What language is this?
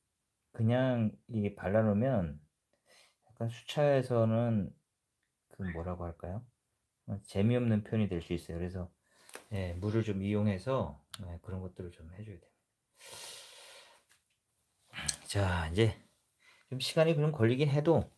Korean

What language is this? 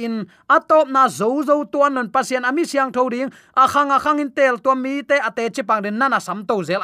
Tedim Chin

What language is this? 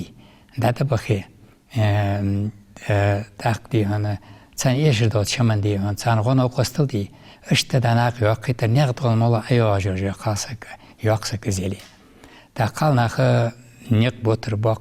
Ingush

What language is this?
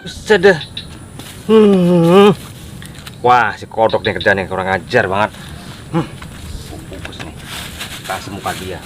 Betawi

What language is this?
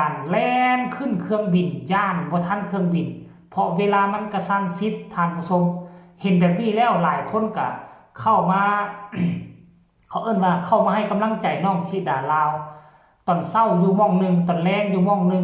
Lao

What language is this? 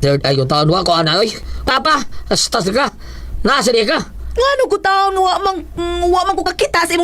Cebuano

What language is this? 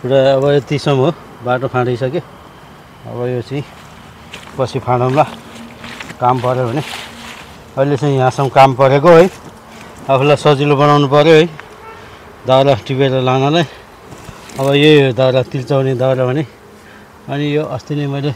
Nepali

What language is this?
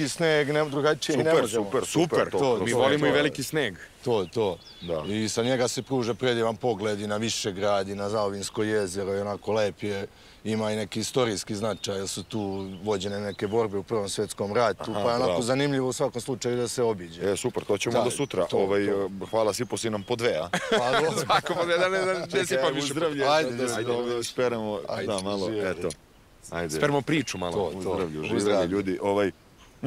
Serbian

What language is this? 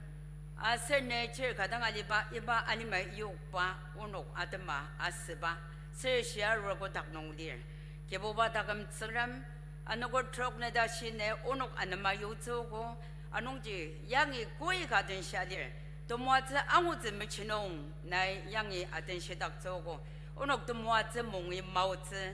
Ao Naga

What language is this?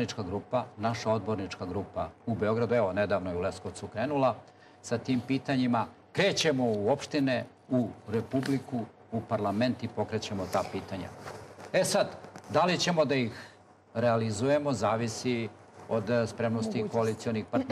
Serbian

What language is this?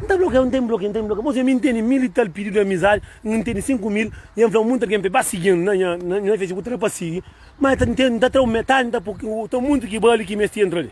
Kabuverdianu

